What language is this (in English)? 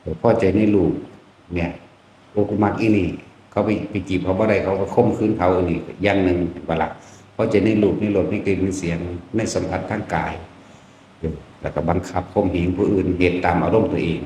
Lao